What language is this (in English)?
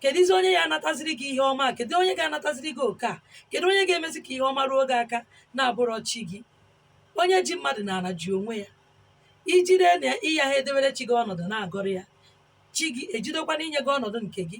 Igbo